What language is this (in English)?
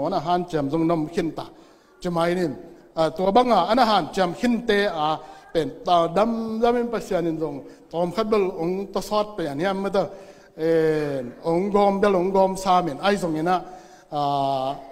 Tedim Chin